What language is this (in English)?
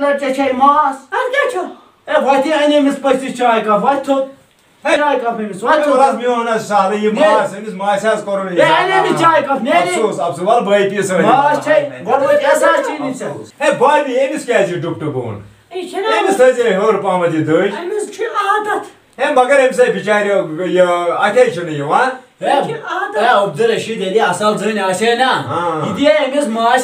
Kashmiri